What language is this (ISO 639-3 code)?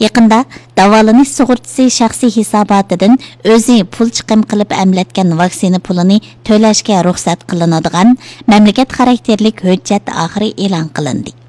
uig